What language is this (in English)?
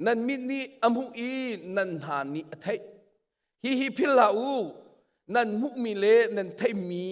Hakha Chin